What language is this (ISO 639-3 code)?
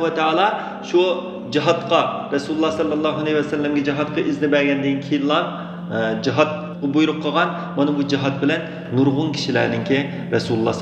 uig